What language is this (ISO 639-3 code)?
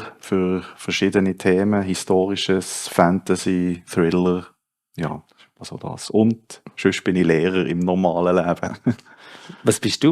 gsw